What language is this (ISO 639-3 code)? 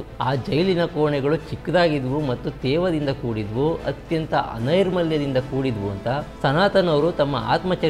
kan